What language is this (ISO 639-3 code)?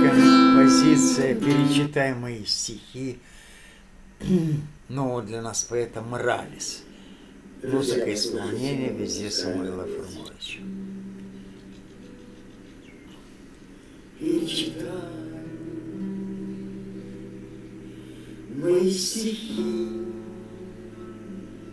rus